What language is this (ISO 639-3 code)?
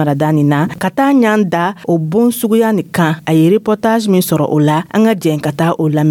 dyu